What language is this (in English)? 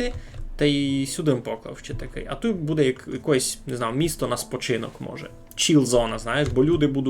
Rusyn